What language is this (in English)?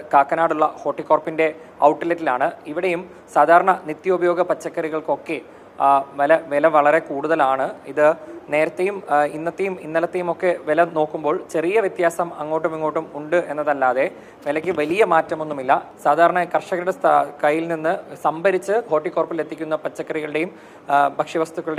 Malayalam